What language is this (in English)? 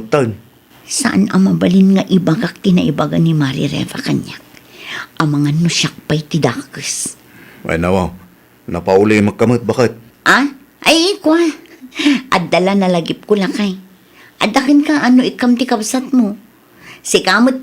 Iloko